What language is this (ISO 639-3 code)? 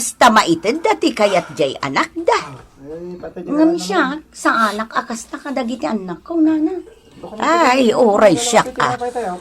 ilo